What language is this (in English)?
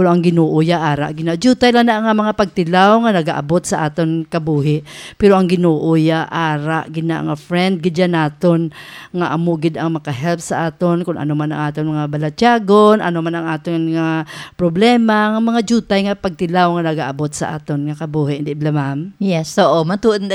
Hiligaynon